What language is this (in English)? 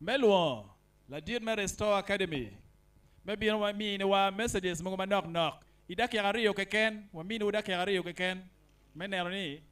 Acoli